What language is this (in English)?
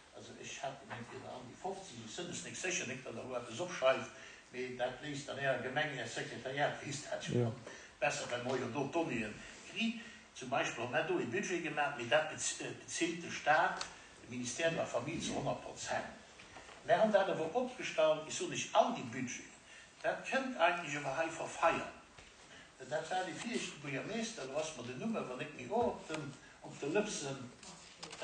Luxembourgish